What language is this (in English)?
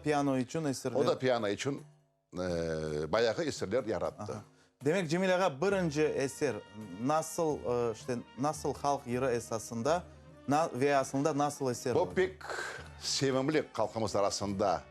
Crimean Tatar